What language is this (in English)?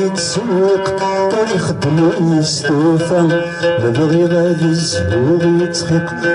Kabyle